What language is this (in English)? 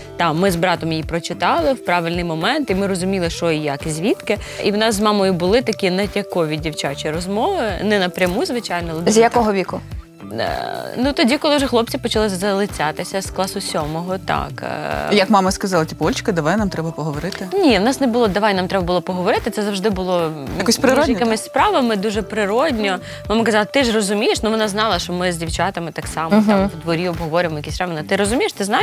Ukrainian